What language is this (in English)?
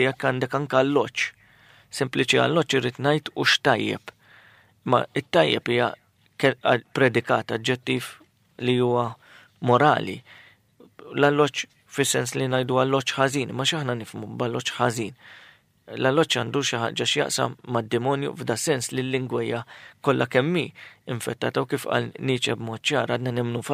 Maltese